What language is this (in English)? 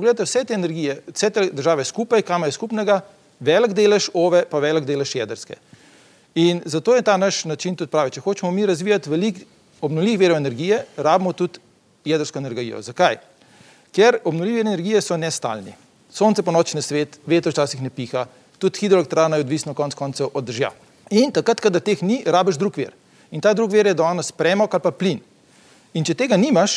Slovenian